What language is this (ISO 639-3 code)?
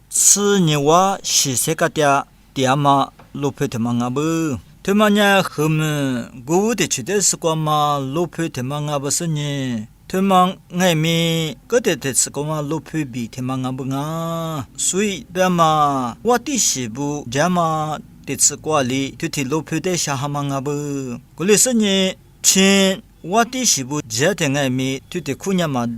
lis